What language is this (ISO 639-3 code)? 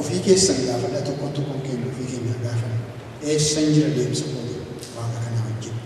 orm